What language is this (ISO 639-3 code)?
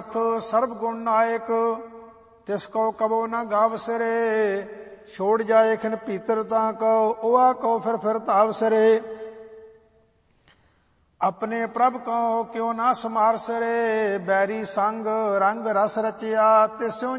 pan